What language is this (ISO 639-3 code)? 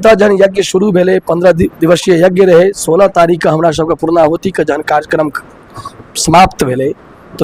mai